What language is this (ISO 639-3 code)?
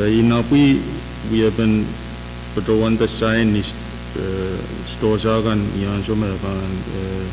pon